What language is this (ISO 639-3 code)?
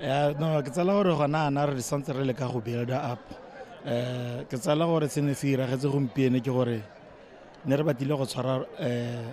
tsn